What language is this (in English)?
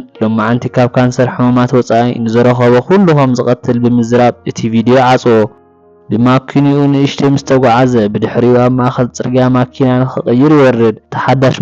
Tigrinya